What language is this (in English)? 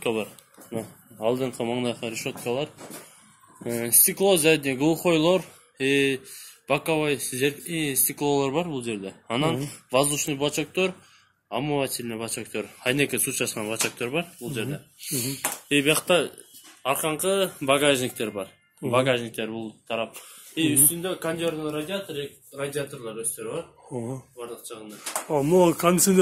Kyrgyz